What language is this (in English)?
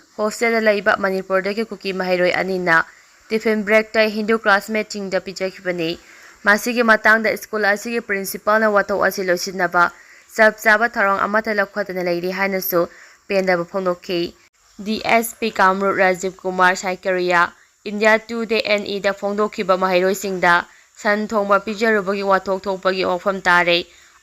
Manipuri